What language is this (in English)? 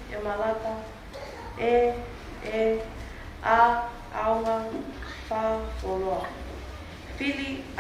Tongan